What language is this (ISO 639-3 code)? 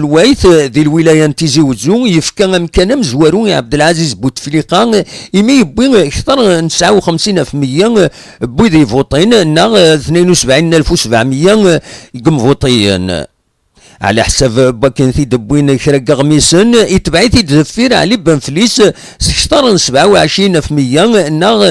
kab